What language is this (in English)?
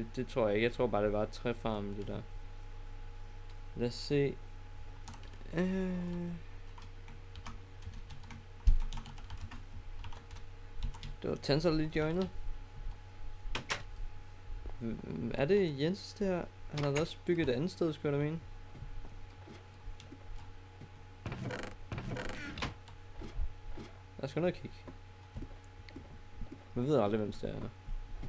Danish